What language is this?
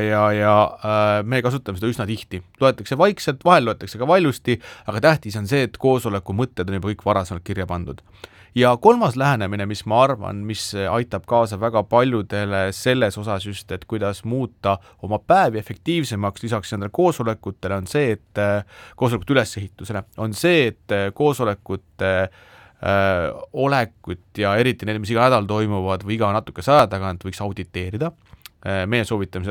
Estonian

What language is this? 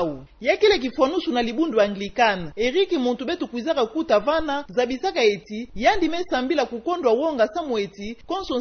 Kituba (Democratic Republic of Congo)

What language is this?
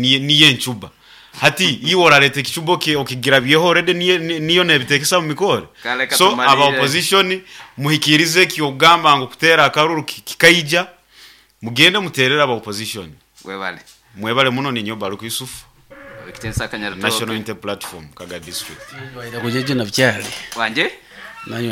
Nyoro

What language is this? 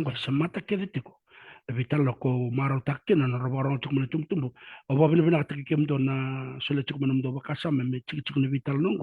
Fijian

